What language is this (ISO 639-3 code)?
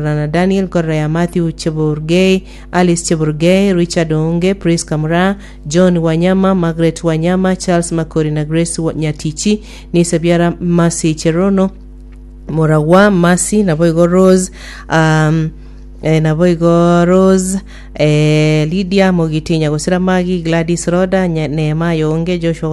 guz